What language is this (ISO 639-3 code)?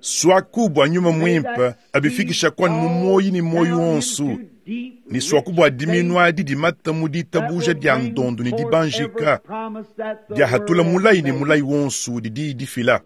lua